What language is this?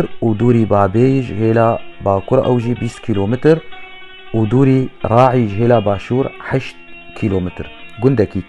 Kurdish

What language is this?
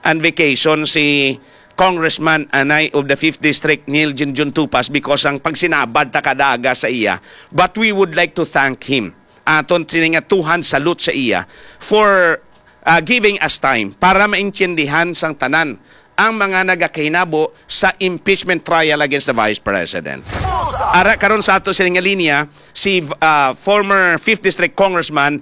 Hiligaynon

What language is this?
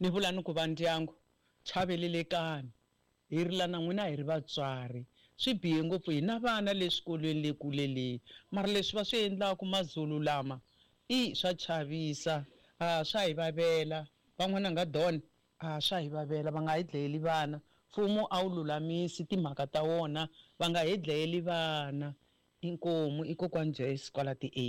Tsonga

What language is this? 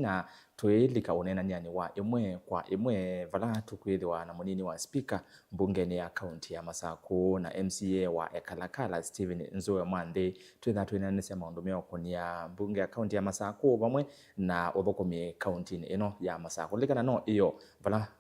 Kamba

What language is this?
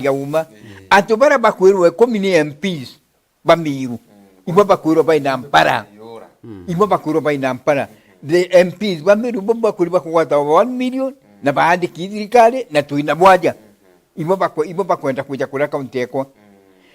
Meru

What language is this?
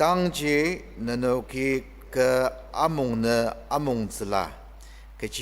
Ao Naga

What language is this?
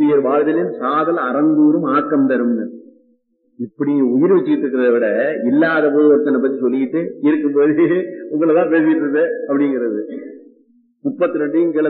Tamil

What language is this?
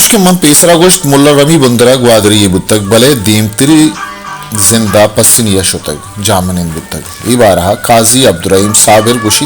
Baluchi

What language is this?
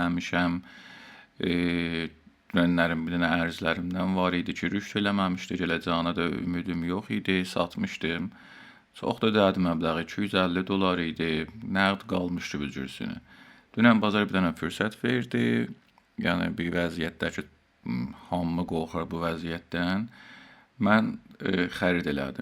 South Azerbaijani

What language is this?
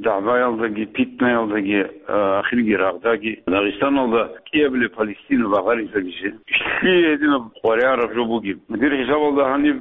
Avaric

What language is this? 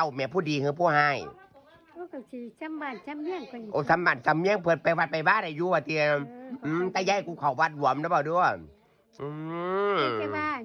Northeastern Thai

